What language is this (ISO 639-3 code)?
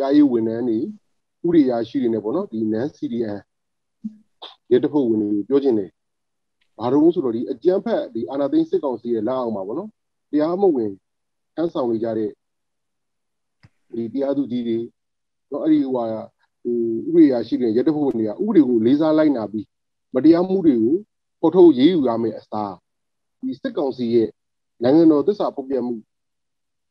mya